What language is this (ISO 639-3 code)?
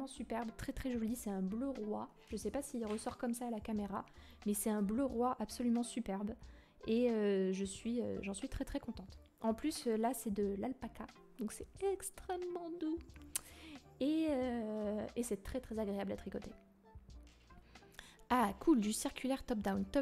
fra